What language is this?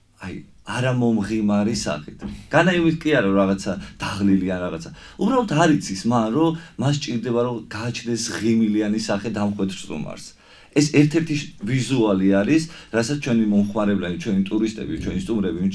Georgian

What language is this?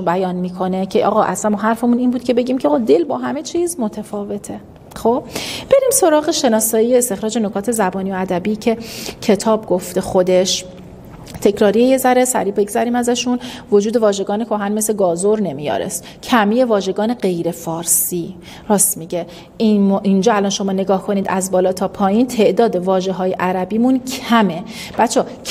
Persian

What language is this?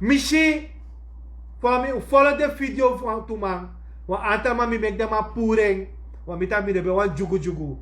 Sranan Tongo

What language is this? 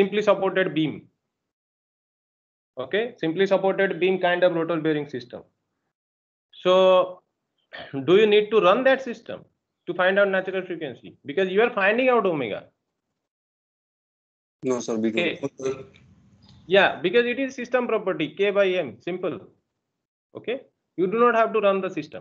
English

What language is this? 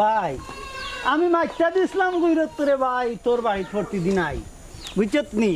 Sylheti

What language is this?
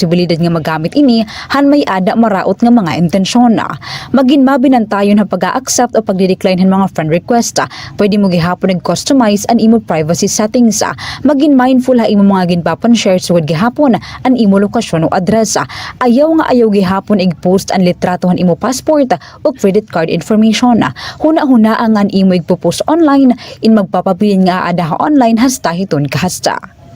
Waray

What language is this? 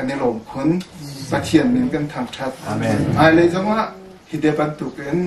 Hakha Chin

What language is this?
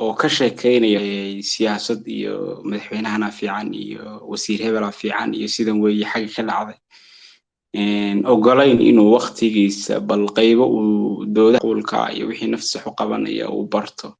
Somali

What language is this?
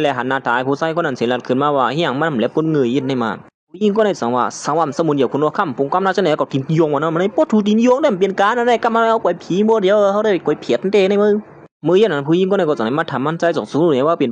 Shan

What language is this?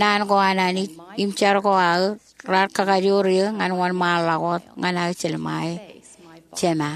Marshallese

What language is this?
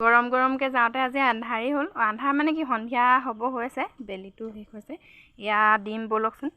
Assamese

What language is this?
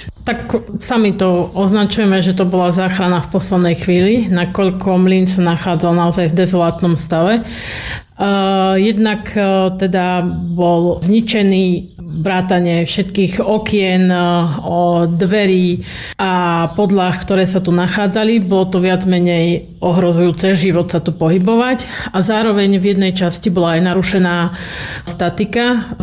Slovak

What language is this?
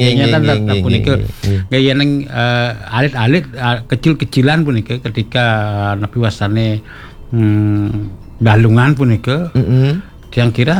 Balinese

